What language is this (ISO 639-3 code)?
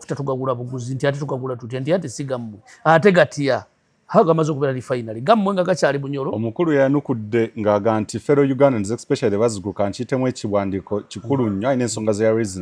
lug